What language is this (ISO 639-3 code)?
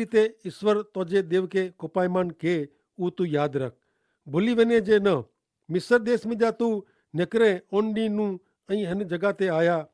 kfr